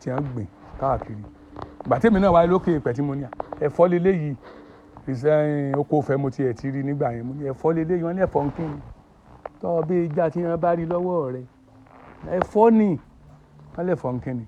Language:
Yoruba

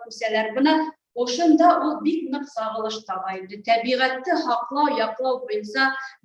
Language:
Bashkir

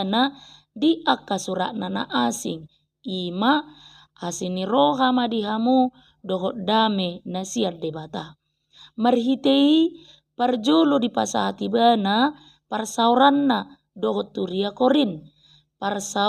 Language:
Batak Toba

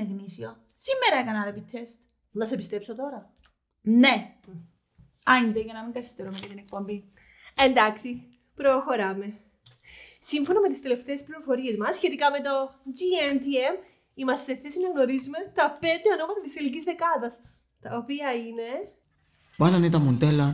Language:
Greek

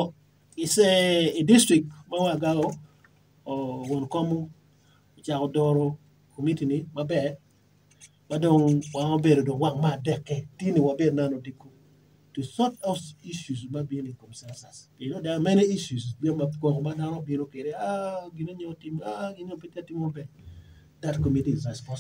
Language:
Acoli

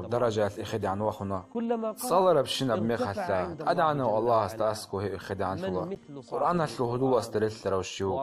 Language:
Avaric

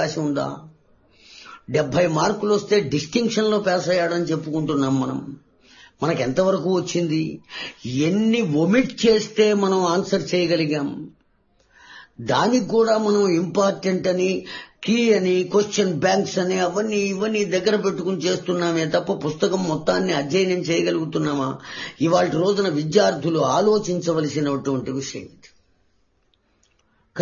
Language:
Telugu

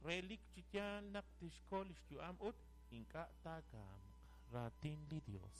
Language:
Kekchí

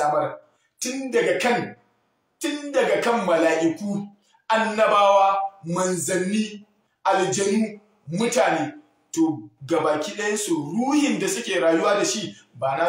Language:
Hausa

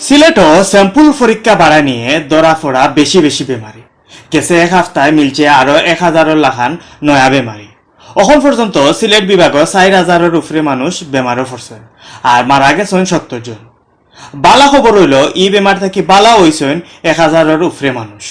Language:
Sylheti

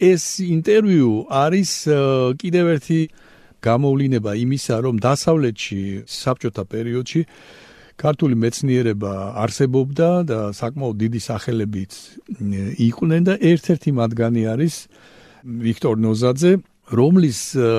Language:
Georgian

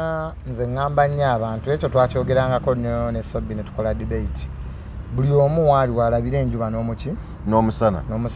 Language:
Ganda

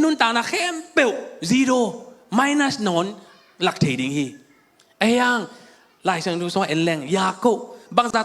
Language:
Tedim Chin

